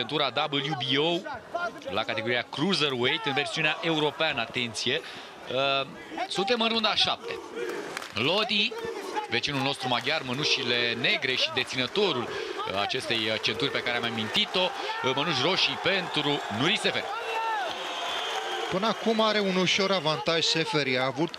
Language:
Romanian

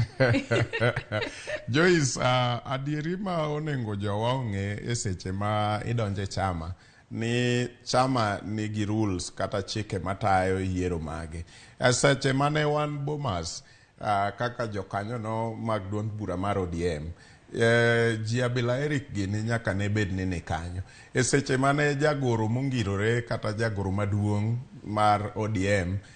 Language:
Luo (Kenya and Tanzania)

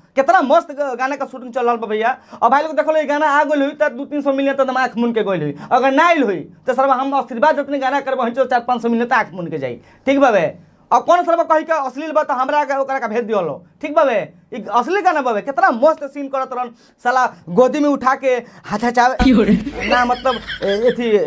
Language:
Bhojpuri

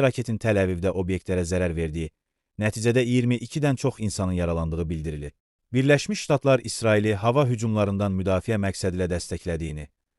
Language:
Azerbaijani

